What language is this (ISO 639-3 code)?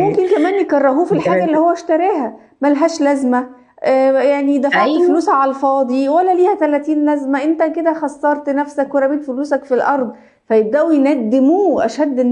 arz